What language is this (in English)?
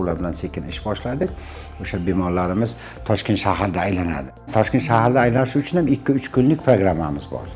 Uzbek